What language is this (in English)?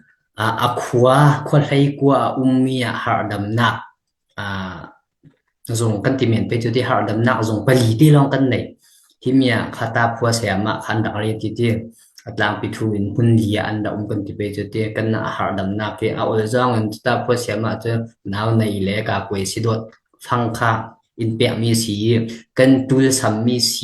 Falam Chin